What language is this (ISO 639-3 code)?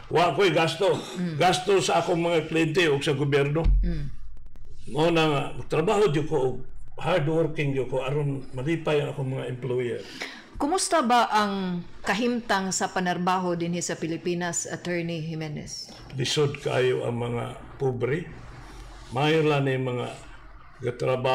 ceb